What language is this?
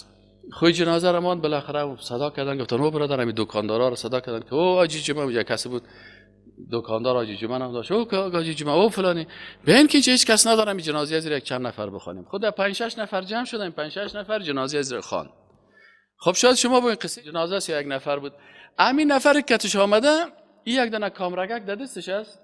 Persian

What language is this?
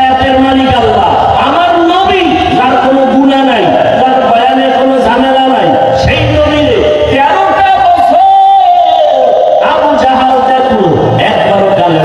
Bangla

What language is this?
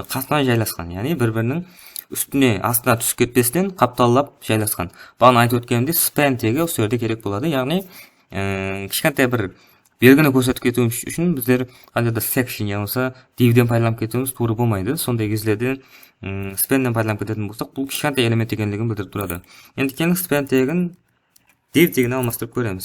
Kara-Kalpak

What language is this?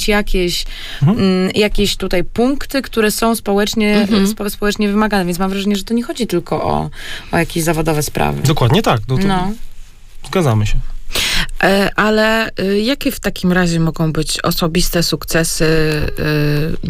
Polish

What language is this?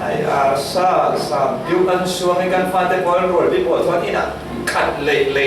Falam Chin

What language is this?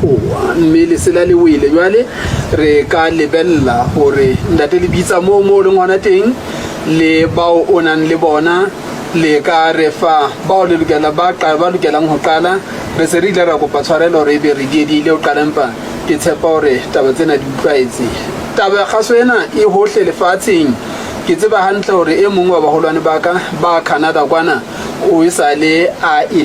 Southern Sotho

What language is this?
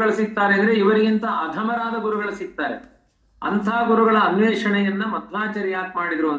Kannada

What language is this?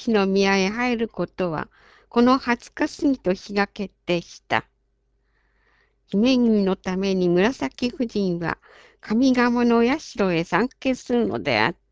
Japanese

